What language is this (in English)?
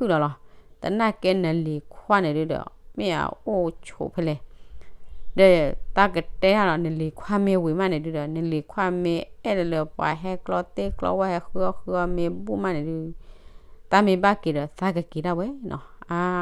S'gaw Karen